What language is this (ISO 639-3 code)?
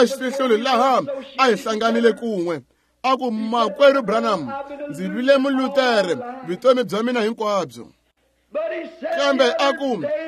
tso